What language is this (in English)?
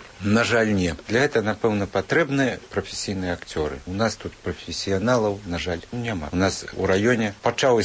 Belarusian